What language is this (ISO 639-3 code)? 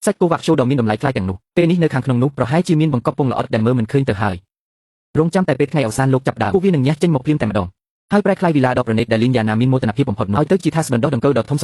khm